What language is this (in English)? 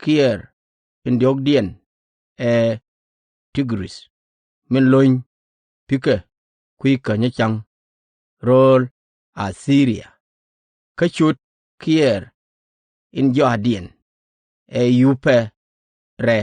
Nuer